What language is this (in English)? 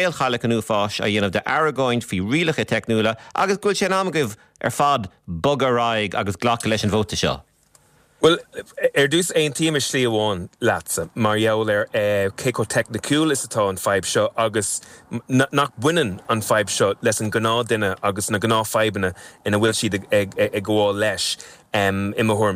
Irish